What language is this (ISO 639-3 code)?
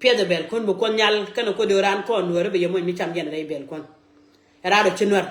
nus